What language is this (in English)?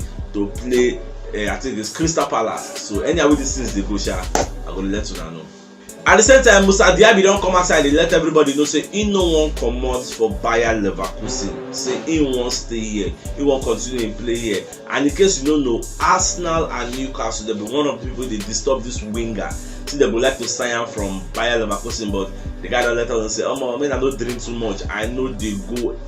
Nigerian Pidgin